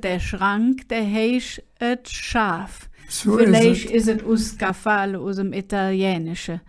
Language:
Colognian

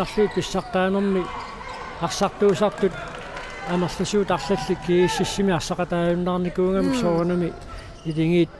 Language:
Kalaallisut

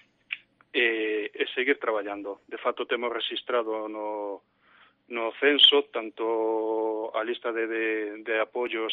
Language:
Galician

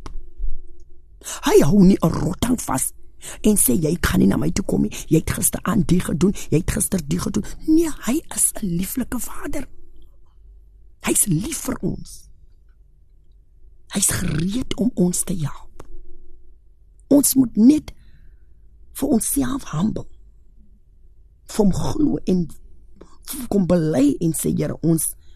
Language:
Afrikaans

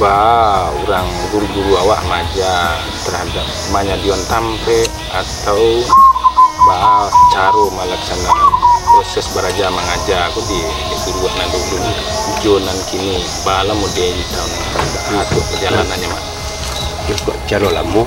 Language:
Minangkabau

